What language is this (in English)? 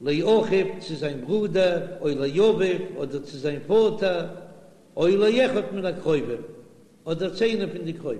Yiddish